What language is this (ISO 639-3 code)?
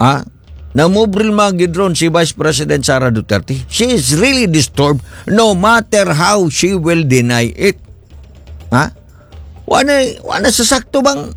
ceb